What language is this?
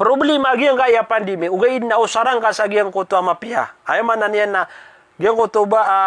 Maranao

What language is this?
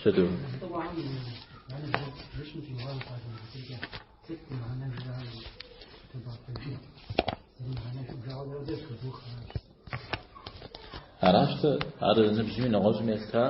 Kabardian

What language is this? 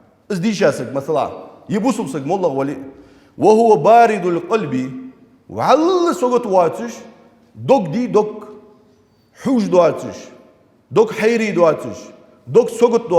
Ingush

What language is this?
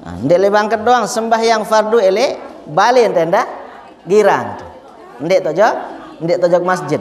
Sasak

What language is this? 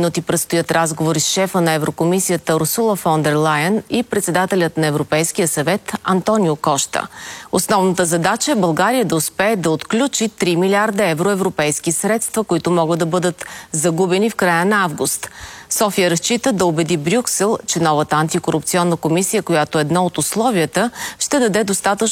Bulgarian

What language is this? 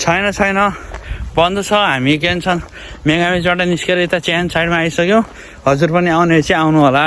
Nepali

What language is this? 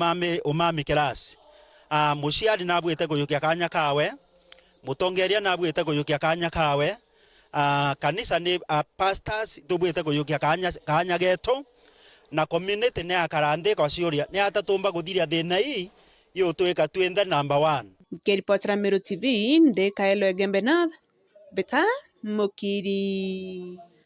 Meru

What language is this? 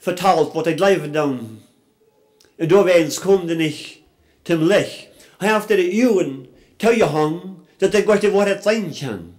Plautdietsch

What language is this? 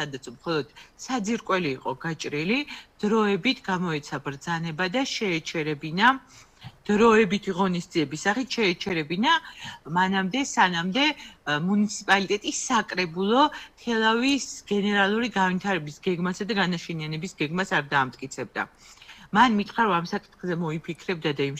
Georgian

